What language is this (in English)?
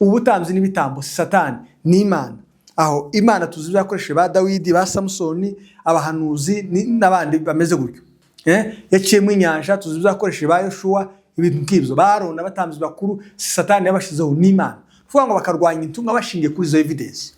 Kinyarwanda